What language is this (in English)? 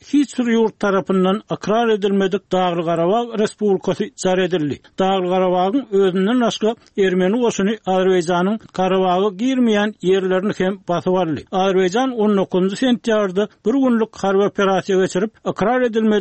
Turkmen